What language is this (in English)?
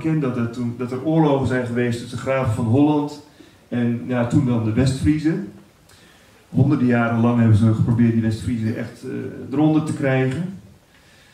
Dutch